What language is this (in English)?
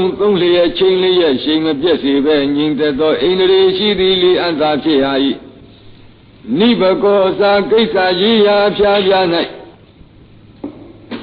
Burmese